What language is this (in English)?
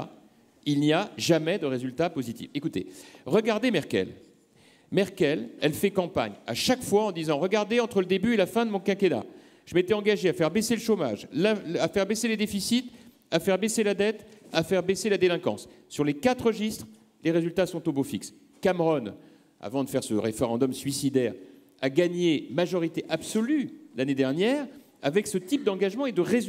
French